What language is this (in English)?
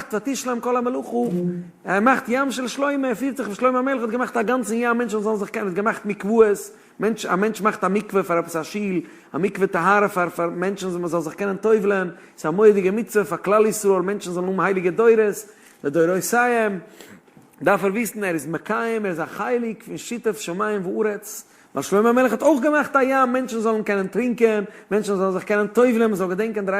Yiddish